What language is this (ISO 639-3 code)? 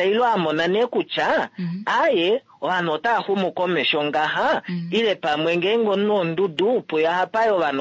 kua